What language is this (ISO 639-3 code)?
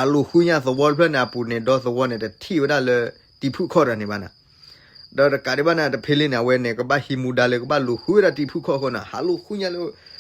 ksw